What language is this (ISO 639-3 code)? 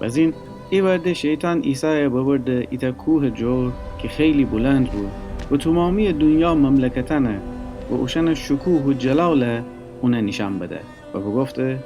glk